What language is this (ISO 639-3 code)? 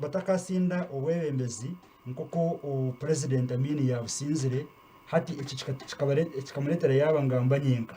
nyn